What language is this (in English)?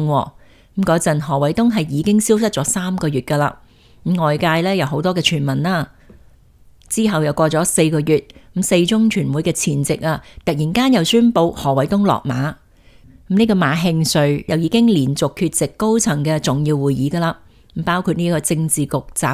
Cantonese